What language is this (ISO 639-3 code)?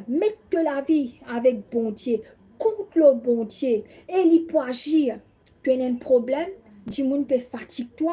mfe